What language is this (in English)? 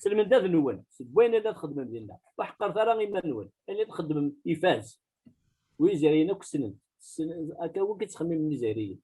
Kabyle